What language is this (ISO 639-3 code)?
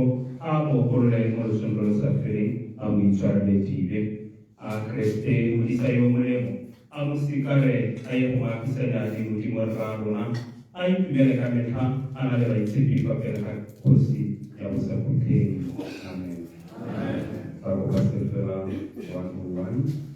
tsn